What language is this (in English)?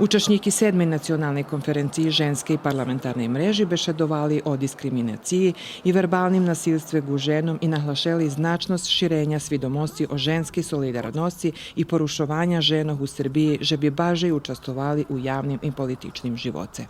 Rusyn